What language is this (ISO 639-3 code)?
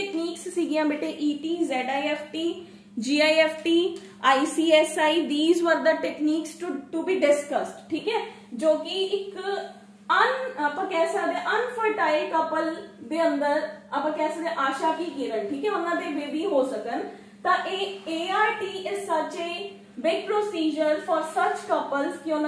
pan